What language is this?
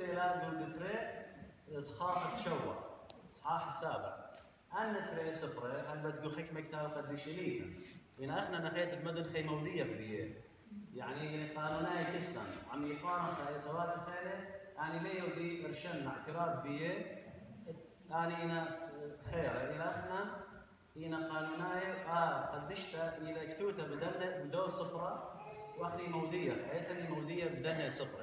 Assyrian Neo-Aramaic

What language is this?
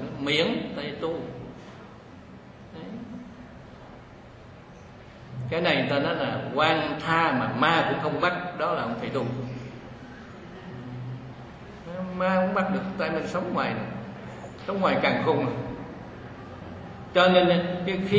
Vietnamese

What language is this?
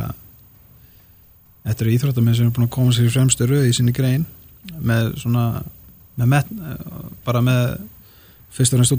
Icelandic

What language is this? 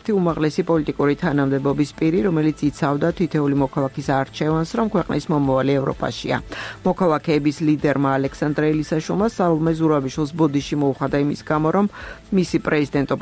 Georgian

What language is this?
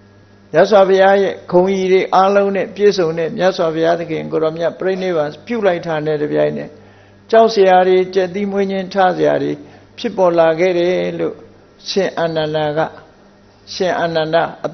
Burmese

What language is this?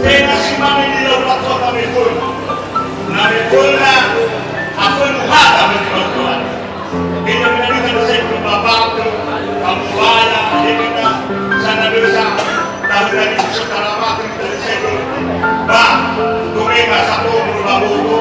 Nias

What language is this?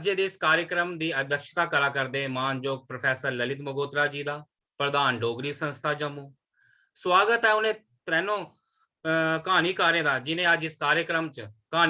Dogri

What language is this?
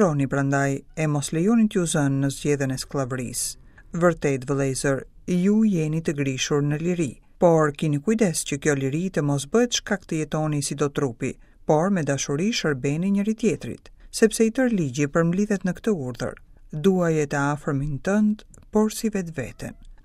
Albanian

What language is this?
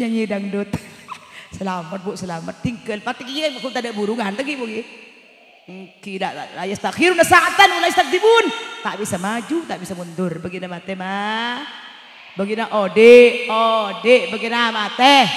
Madurese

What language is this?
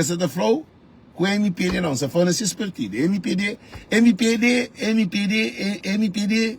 Kabuverdianu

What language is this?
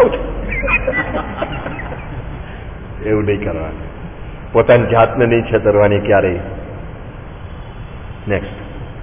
Gujarati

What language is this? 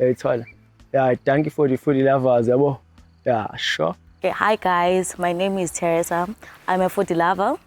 Zulu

